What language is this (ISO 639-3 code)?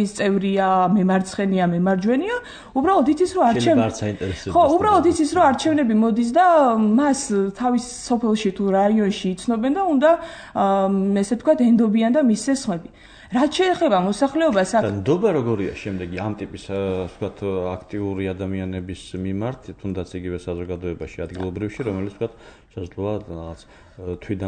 kat